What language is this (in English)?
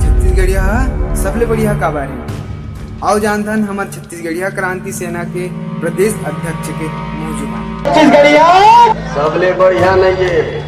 Chhattisgarhi